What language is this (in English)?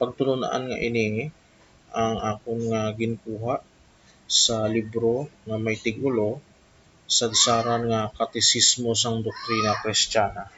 Hiligaynon